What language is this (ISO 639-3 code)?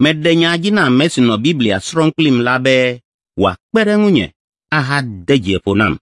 ewe